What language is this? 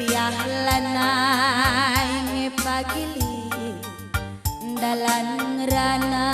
Batak Karo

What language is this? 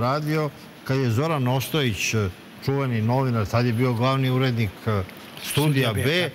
Serbian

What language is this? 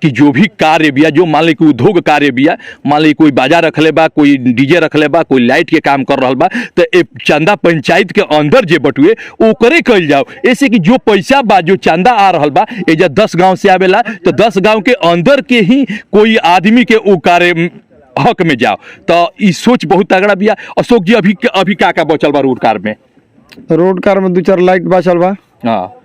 Bhojpuri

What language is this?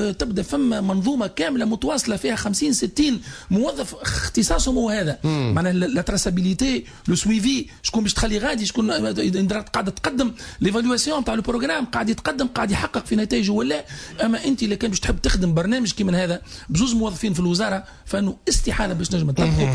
Tunisian Arabic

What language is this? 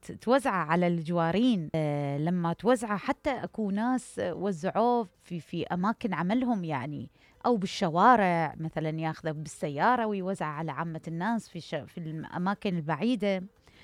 Mesopotamian Arabic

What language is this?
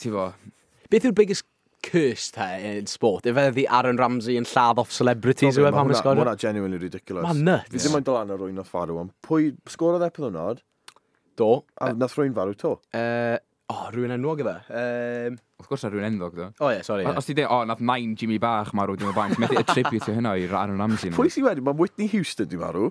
Welsh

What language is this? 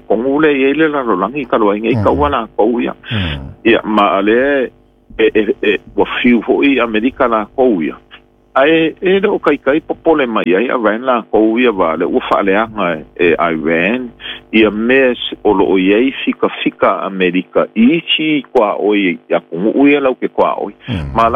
Samoan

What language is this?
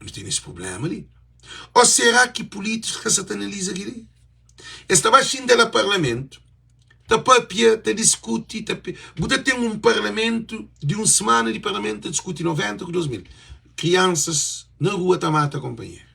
Kabuverdianu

